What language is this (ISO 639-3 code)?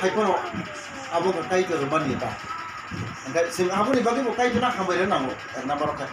trp